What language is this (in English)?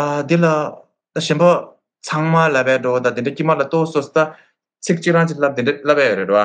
Tibetan